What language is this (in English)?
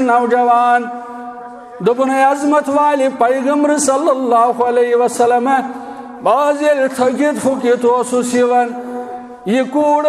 Kashmiri